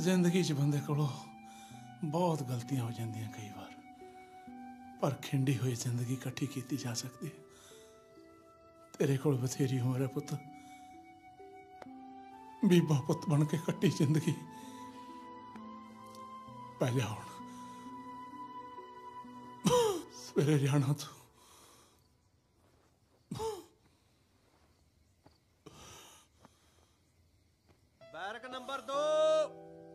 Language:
Punjabi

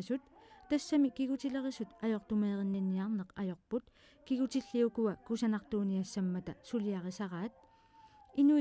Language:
Kalaallisut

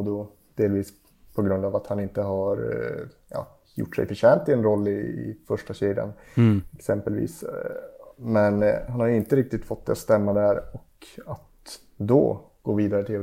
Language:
Swedish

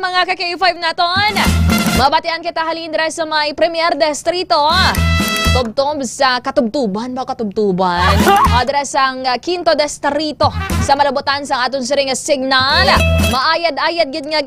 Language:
Hiligaynon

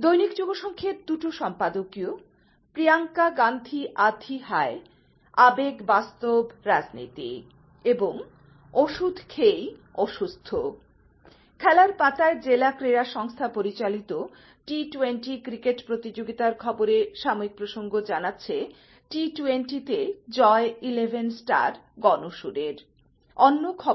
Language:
Bangla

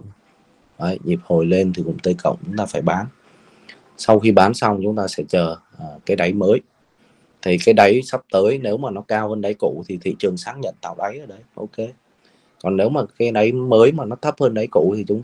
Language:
Vietnamese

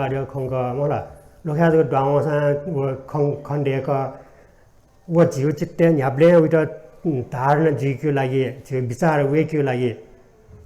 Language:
Newari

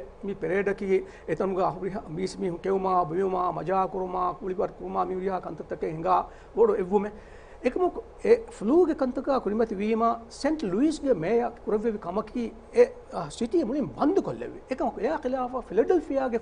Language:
Divehi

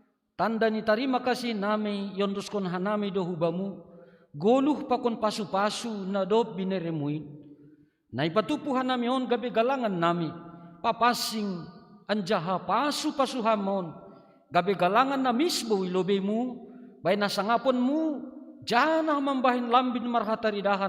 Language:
Batak Simalungun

